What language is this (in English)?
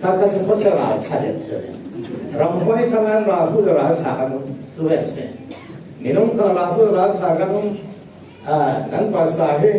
Falam Chin